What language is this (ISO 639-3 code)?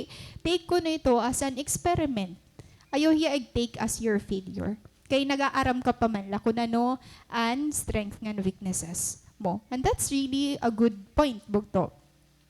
war